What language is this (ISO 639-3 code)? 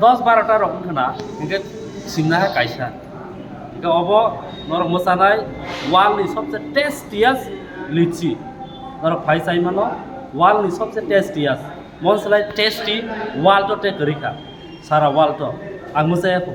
trp